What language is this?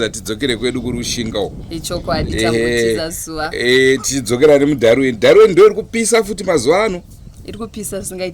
Shona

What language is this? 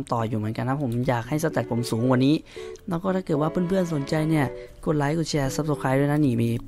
Thai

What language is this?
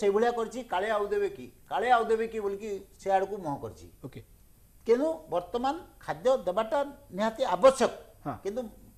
Odia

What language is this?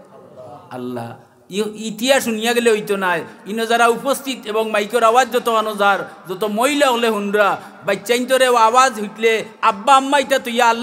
Sylheti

